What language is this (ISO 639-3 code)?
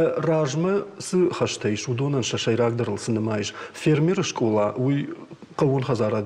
oss